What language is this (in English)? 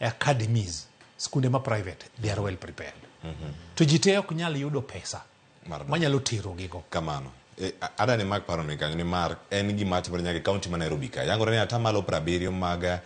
Luo (Kenya and Tanzania)